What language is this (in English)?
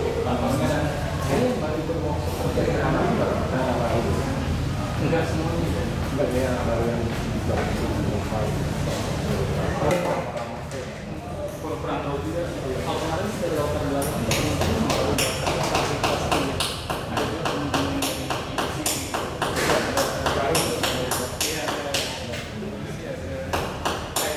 Indonesian